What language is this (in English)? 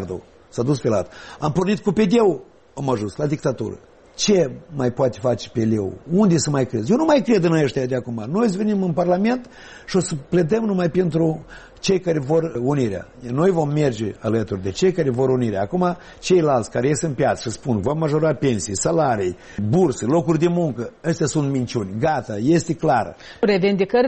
Romanian